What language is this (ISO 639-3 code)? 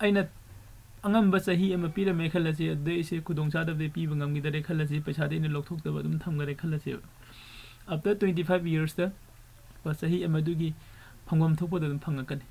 mni